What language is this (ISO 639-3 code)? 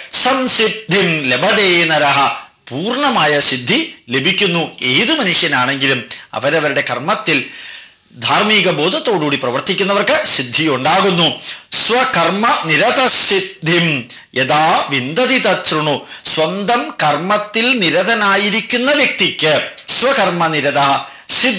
mal